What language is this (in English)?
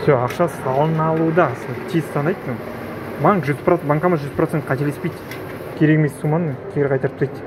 Kazakh